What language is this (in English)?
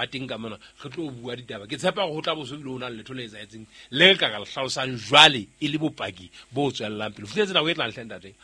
Southern Sotho